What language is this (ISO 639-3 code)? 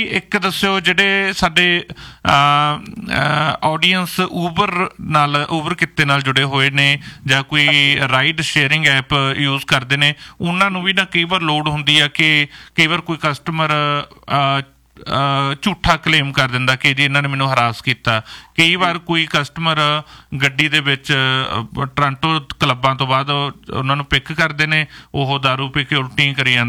pan